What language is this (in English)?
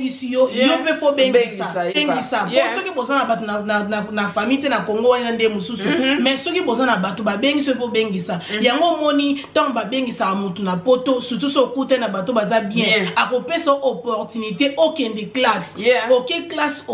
Lingala